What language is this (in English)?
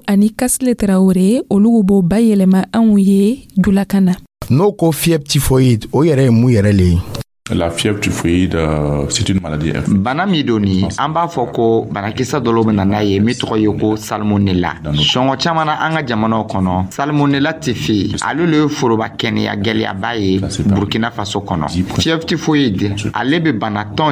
Dyula